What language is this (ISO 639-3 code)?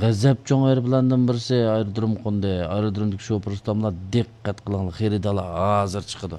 uig